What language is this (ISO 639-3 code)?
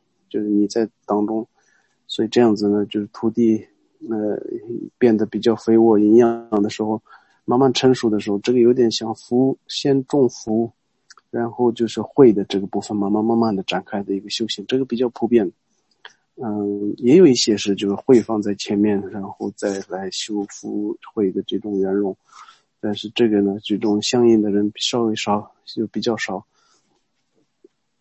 zho